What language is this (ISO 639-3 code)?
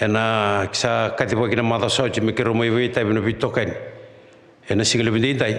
fij